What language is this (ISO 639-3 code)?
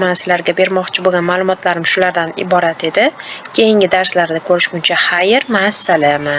uzb